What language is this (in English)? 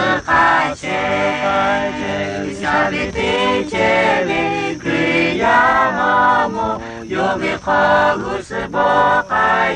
Lahu